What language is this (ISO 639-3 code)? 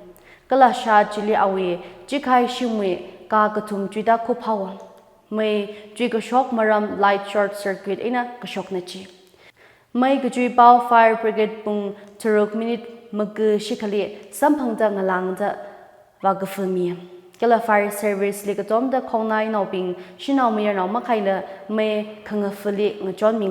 nmf